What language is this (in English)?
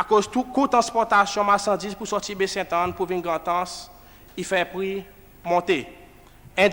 Seselwa Creole French